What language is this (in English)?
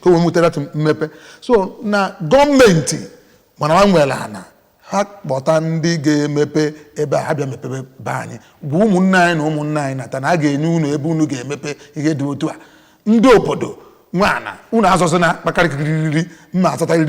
Igbo